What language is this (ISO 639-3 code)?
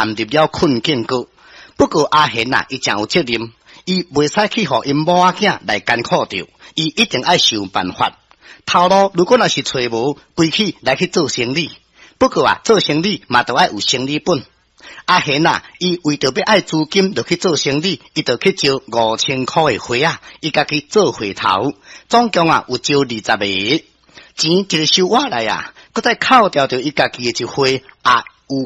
nan